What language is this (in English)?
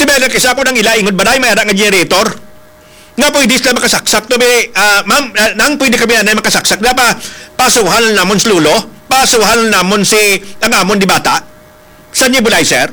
Hiligaynon